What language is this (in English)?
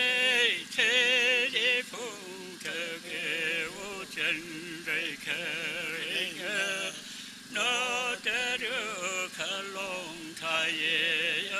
Tangkhul Naga (India)